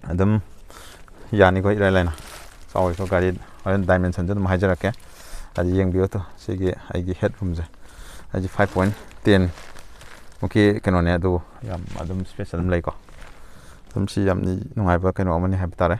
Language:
Manipuri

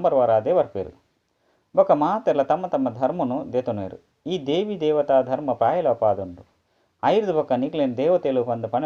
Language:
Tulu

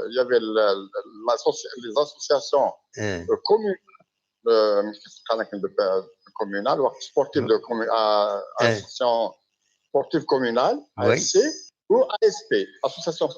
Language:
Kabyle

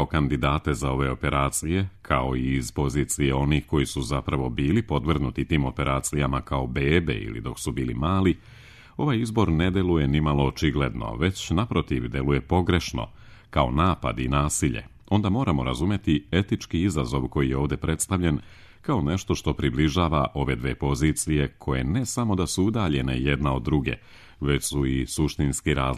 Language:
Serbian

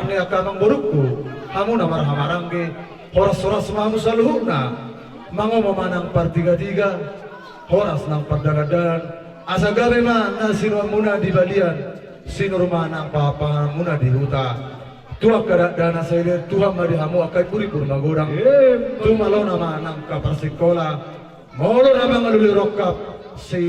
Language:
Batak Toba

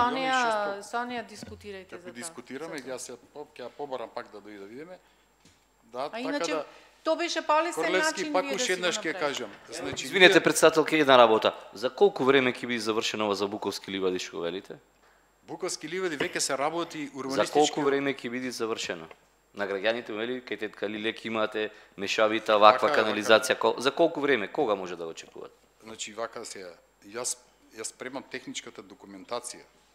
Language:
Macedonian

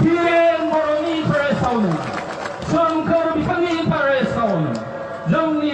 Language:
Bodo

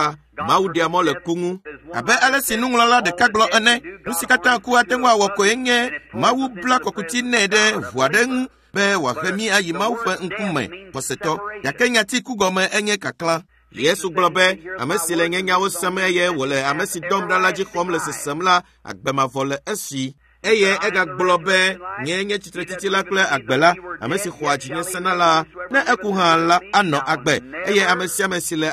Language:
Ewe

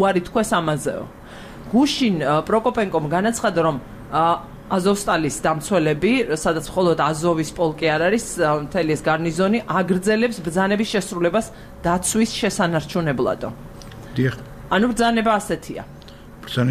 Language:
Georgian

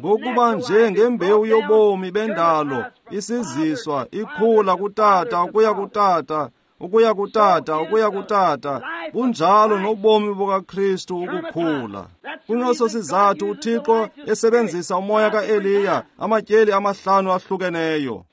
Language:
Xhosa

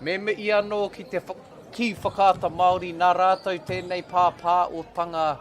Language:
Māori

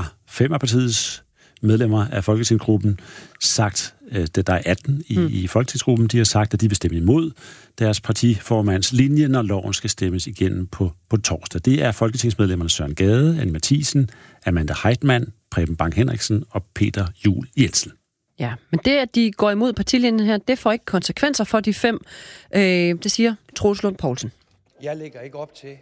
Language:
Danish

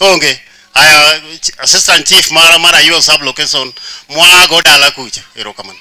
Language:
Luo (Kenya and Tanzania)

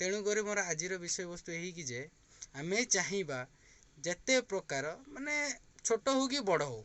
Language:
Odia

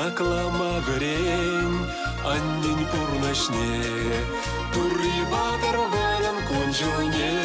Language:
Chuvash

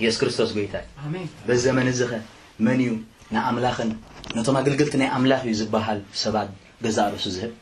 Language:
Tigrinya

